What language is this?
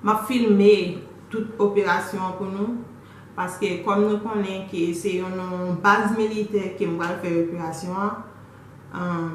Haitian Creole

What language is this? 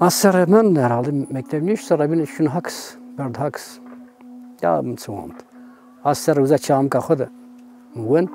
Zaza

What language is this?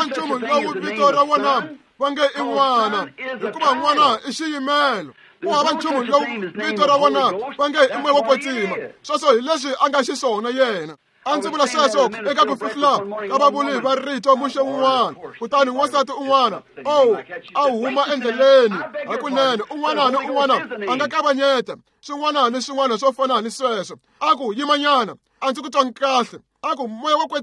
Tsonga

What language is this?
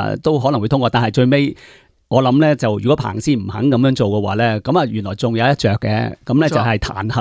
Cantonese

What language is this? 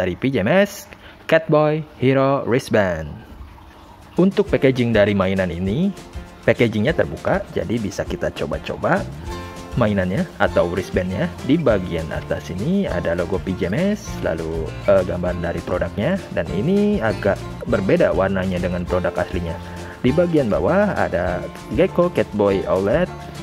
Indonesian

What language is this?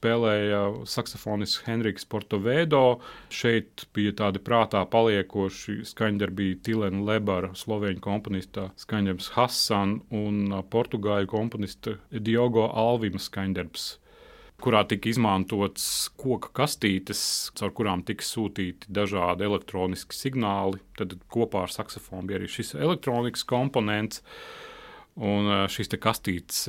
Latvian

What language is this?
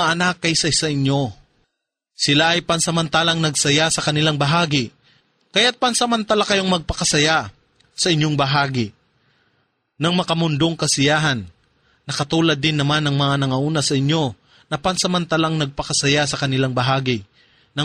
Filipino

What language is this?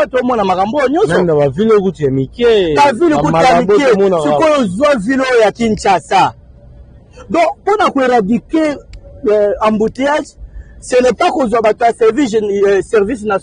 Lingala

